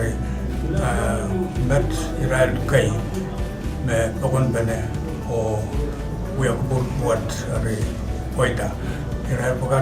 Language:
Pohnpeian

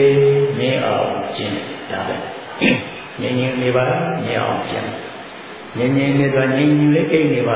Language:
Burmese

